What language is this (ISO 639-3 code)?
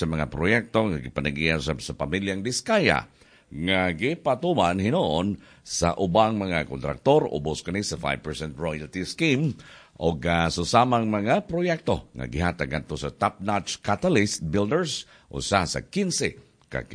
ceb